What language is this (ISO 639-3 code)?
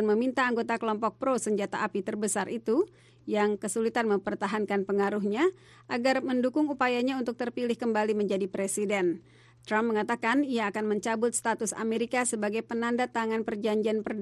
ind